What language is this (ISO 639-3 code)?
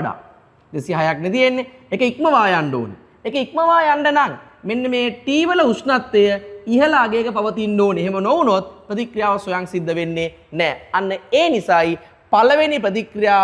sin